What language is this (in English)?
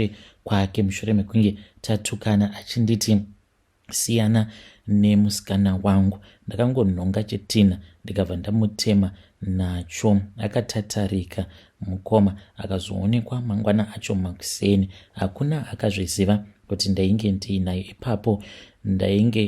Shona